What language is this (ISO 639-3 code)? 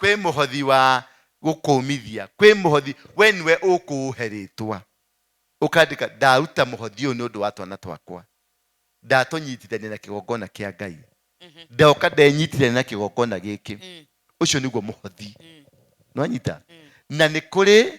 kik